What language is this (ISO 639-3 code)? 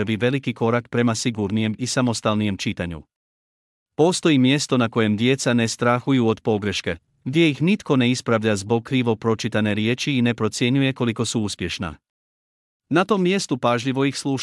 hrv